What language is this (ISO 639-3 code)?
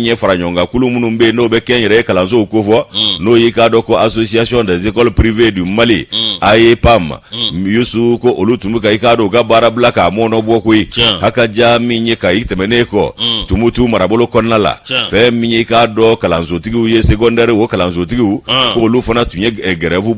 bam